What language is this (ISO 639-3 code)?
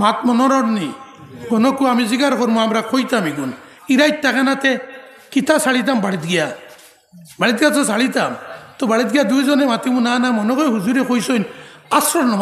syl